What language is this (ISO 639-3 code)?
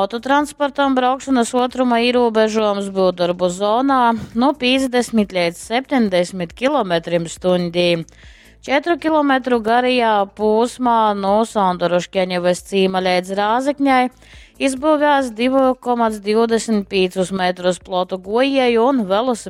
ltg